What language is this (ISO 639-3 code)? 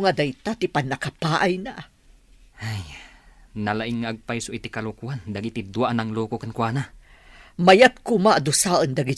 ilo